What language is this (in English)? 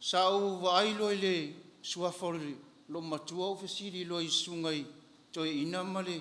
Samoan